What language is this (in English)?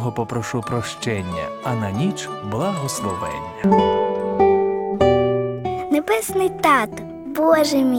Ukrainian